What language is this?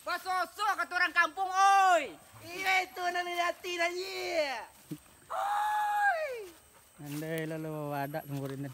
Minangkabau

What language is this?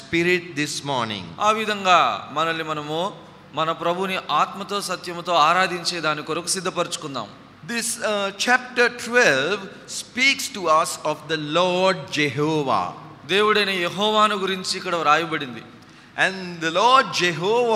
Telugu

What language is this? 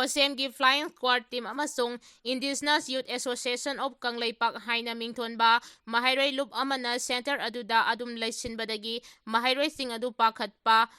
Manipuri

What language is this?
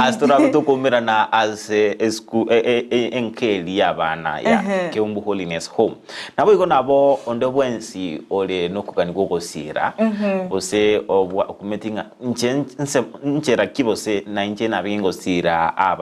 Gusii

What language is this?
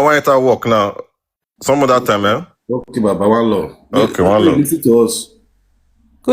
Nigerian Pidgin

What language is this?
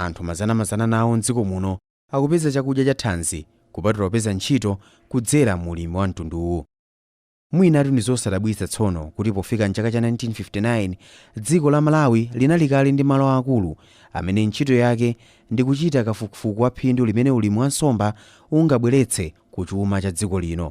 Nyanja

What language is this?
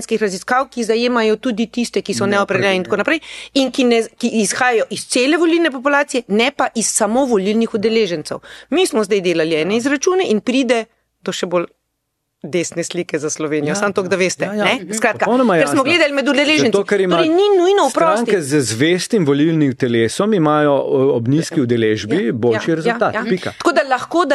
Slovenian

